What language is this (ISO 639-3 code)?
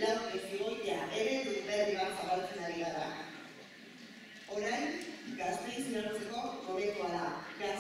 eus